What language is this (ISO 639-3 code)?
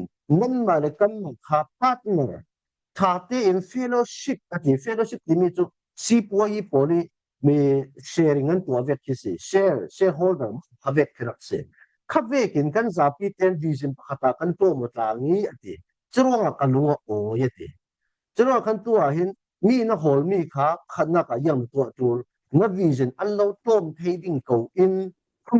cfm